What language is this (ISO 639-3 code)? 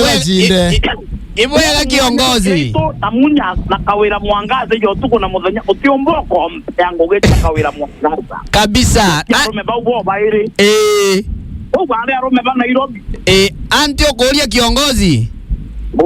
mer